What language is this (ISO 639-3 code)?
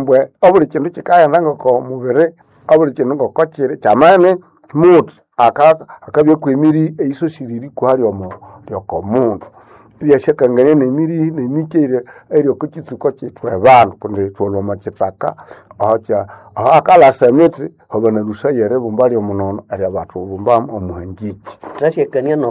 nnb